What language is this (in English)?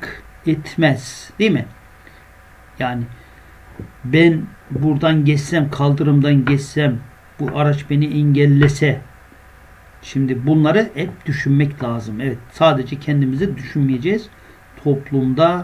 Turkish